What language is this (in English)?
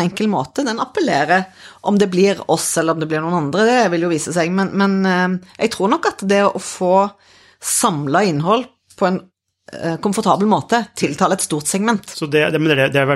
Norwegian